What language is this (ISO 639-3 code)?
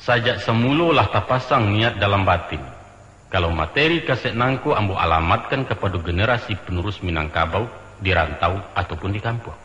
min